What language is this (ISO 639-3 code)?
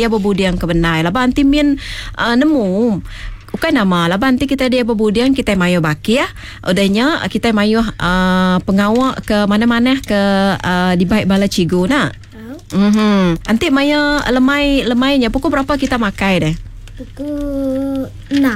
iba